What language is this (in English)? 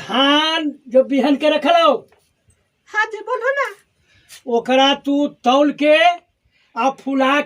Magahi